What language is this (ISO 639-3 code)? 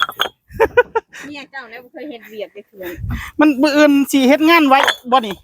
tts